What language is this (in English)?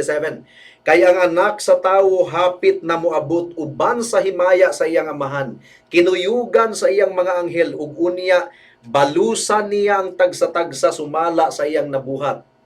Cebuano